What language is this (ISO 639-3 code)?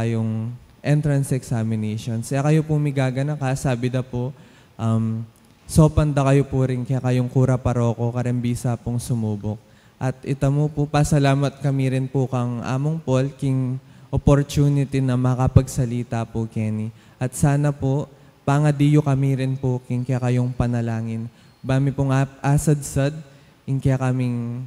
pam